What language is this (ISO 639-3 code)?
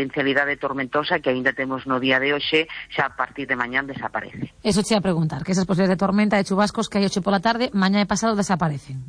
glg